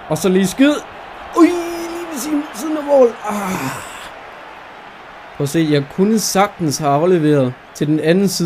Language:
Danish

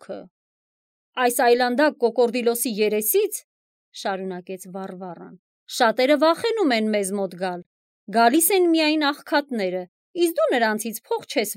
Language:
Armenian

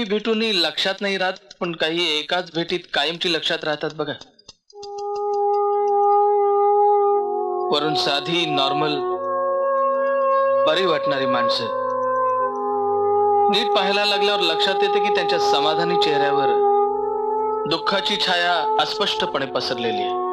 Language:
Marathi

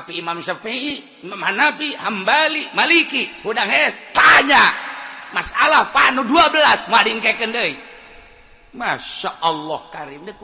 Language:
Sundanese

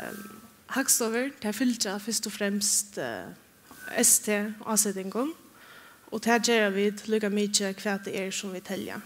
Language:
Faroese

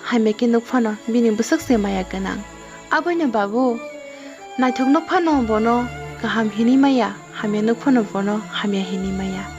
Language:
Kok Borok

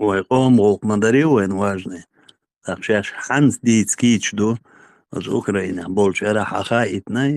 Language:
Chechen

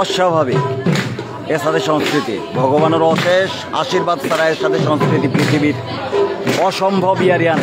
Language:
Bishnupriya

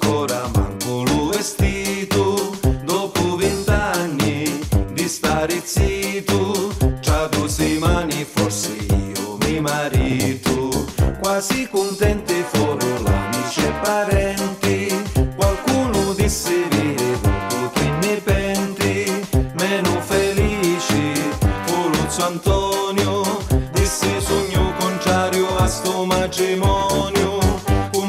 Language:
Sicilian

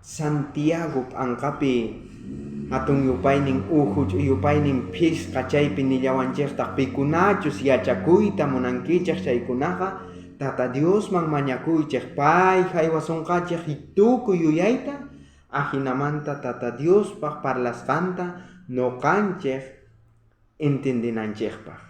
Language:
South Bolivian Quechua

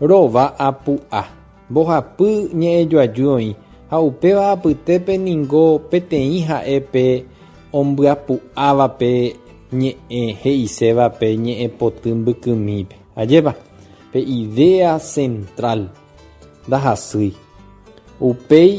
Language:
Guarani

